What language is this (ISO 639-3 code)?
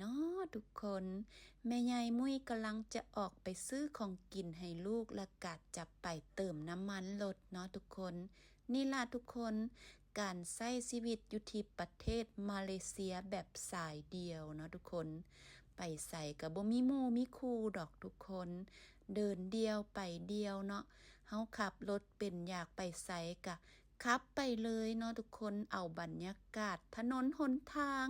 lao